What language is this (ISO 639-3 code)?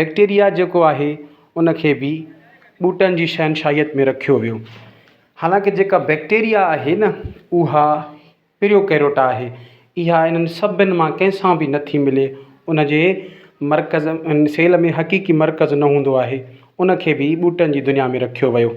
snd